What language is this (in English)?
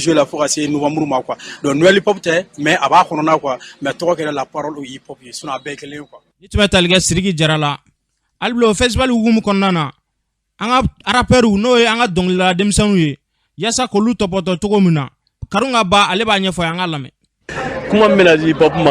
Bambara